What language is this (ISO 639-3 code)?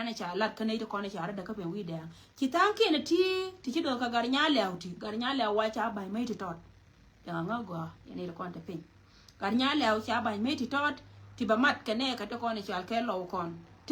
nus